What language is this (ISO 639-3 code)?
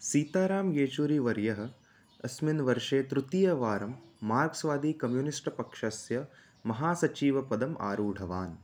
san